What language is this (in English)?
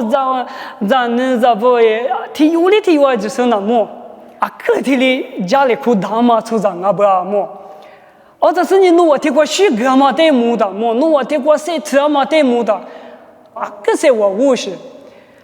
Lisu